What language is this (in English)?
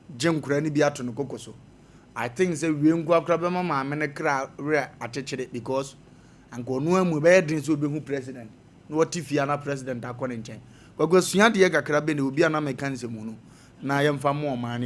Akan